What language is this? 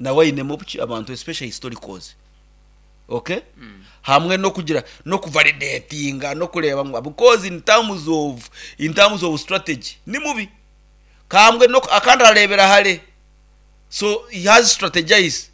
Nyankole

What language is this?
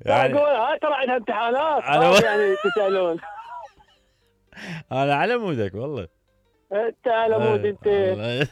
Mesopotamian Arabic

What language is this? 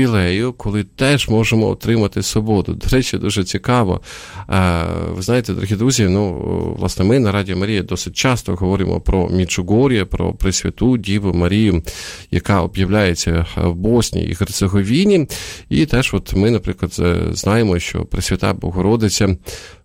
Ukrainian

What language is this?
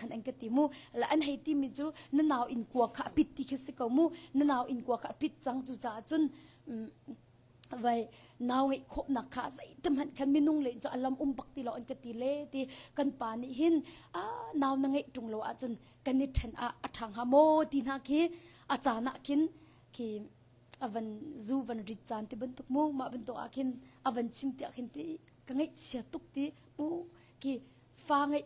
Hakha Chin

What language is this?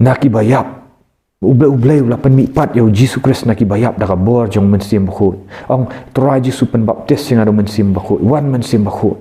Khasi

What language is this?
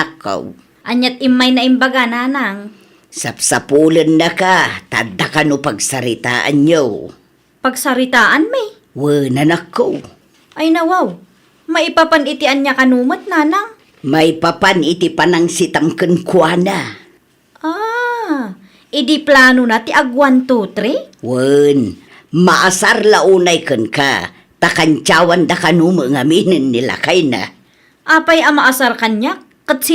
Iloko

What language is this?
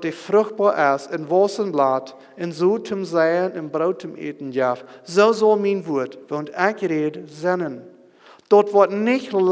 Plautdietsch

